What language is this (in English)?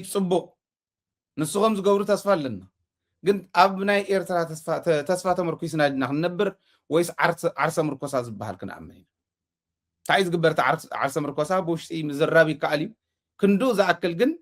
Tigrinya